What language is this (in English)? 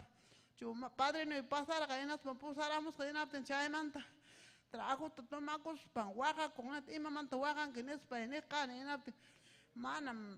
Ayacucho Quechua